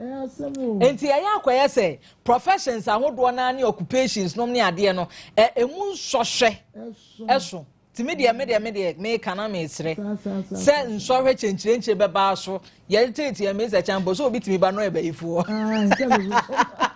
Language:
Akan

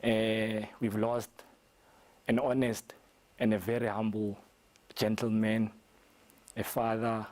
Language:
Tswana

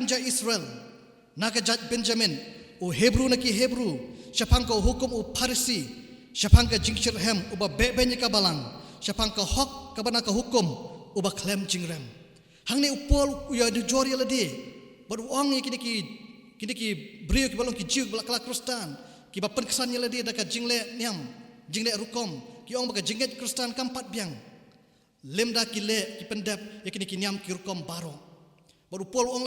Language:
Khasi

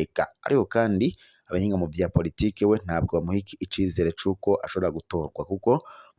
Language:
Rundi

